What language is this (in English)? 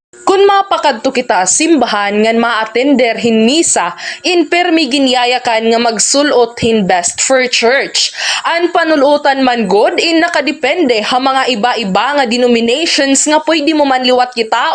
Waray